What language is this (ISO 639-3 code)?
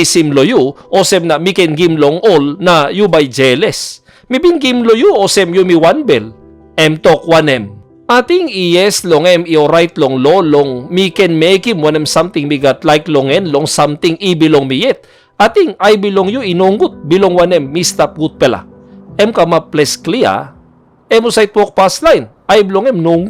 tpi